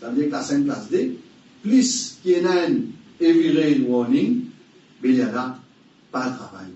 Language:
Morisyen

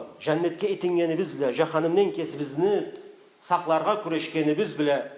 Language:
Karachay-Balkar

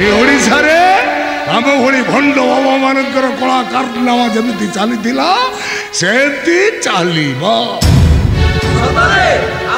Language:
Odia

